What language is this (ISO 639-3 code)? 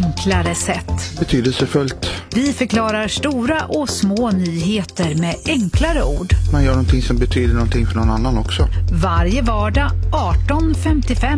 swe